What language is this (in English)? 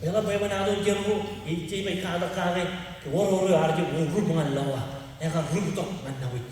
Marshallese